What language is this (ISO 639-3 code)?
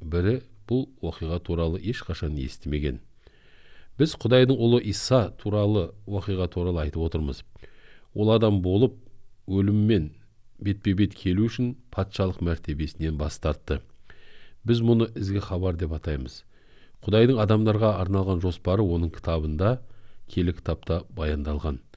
kir